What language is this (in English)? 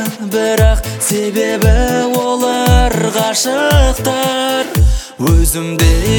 Kazakh